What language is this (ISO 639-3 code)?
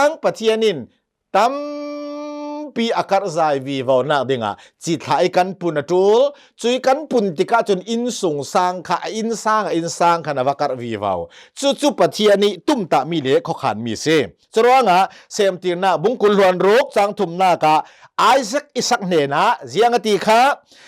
cnh